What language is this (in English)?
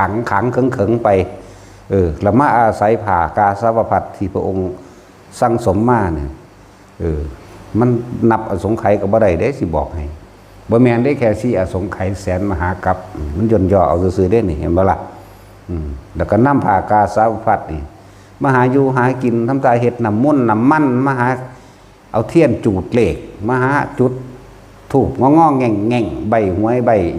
Lao